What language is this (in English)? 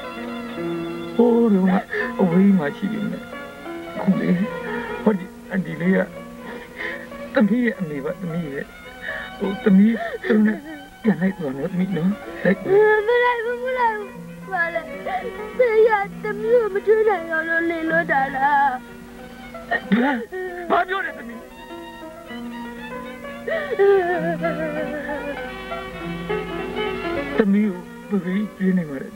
Burmese